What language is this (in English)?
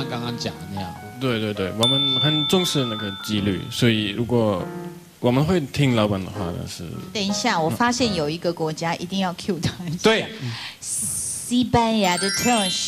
Chinese